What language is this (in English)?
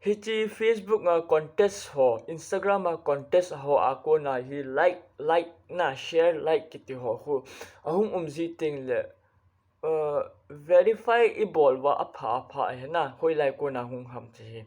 Thado Chin